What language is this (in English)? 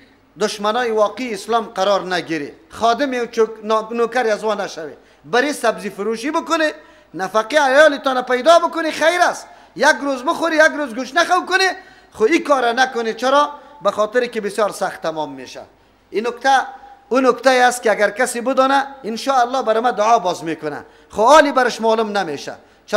Persian